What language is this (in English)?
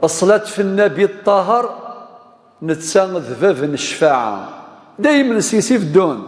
Kabyle